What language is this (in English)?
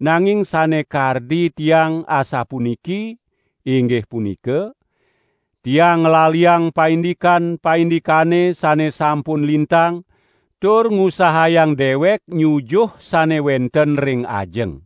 Balinese